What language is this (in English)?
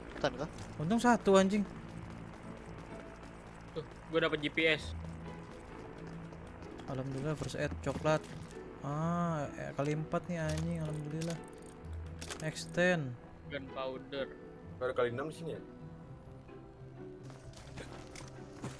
Indonesian